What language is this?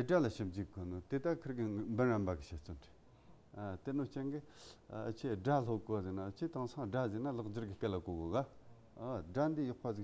Tibetan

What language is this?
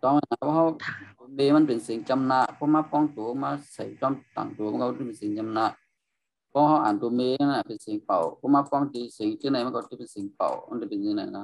Shan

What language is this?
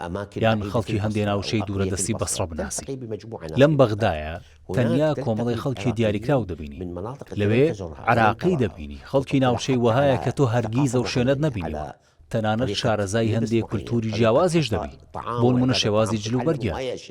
Central Kurdish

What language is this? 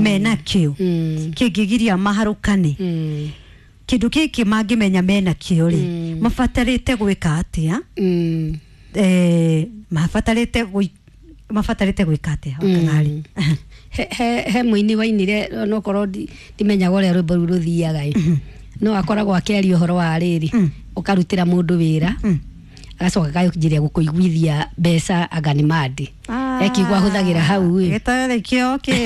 Kikuyu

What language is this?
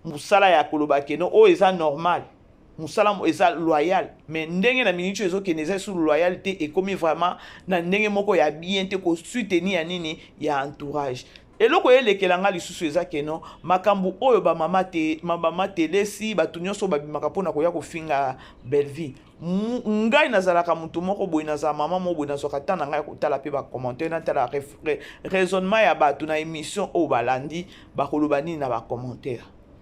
Lingala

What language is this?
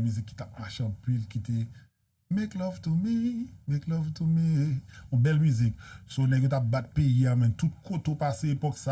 Haitian Creole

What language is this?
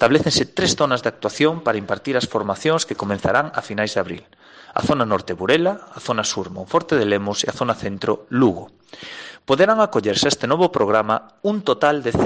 Galician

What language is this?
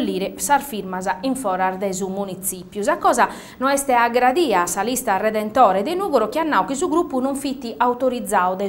Sardinian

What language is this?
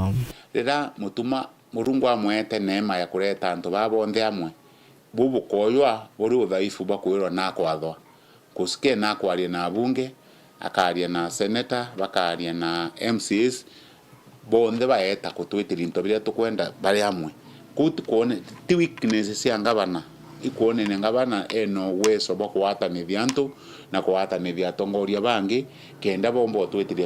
Meru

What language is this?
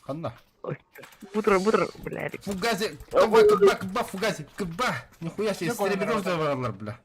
Yakut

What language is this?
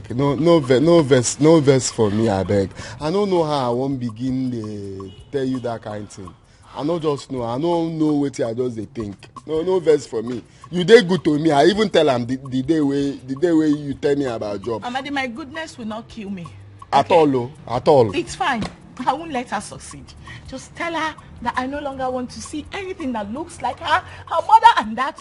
Nigerian Pidgin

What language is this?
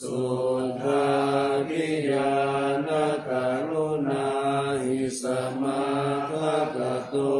Pali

